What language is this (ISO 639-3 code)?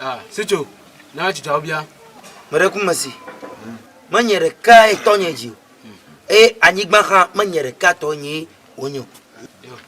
ewe